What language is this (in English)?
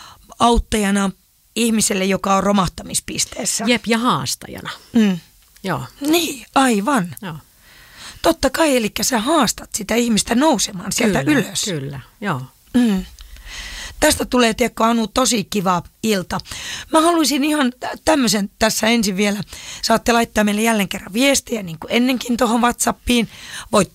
Finnish